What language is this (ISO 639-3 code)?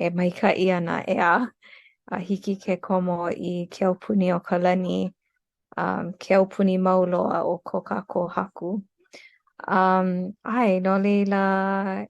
haw